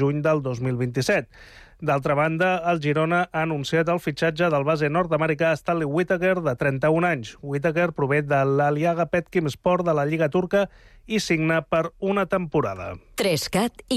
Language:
Catalan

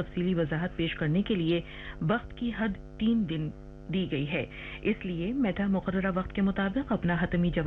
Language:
Urdu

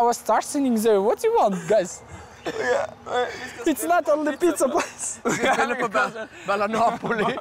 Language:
Norwegian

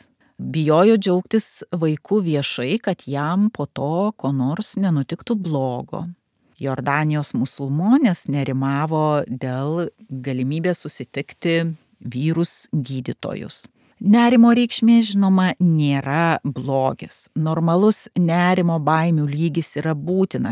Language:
Lithuanian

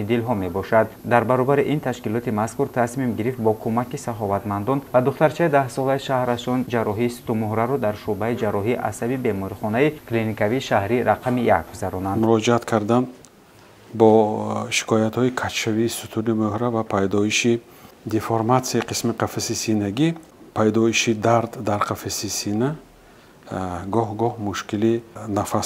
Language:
Tajik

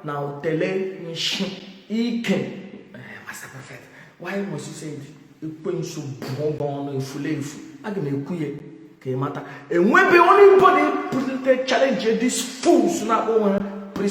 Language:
Igbo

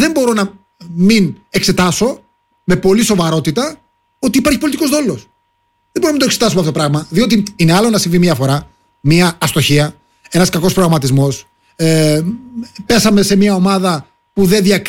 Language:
Greek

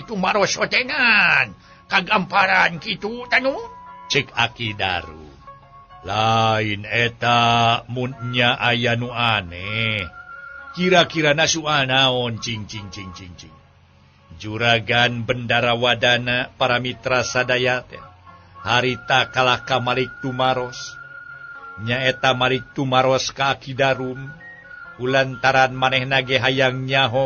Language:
Sundanese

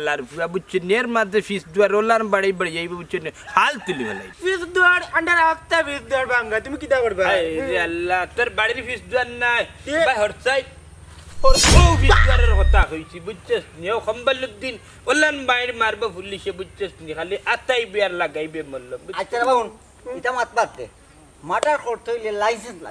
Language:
Sylheti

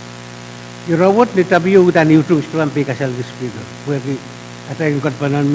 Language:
Pohnpeian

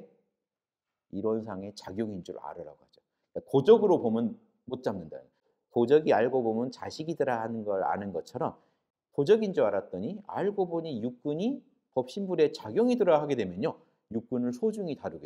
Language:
Korean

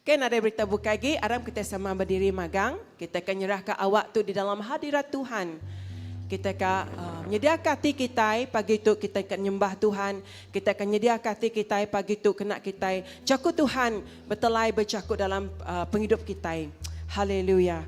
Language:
Iban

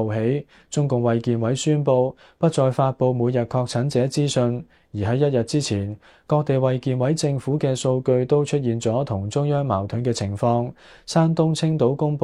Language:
Cantonese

